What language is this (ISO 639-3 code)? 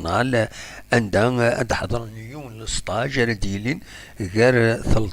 kab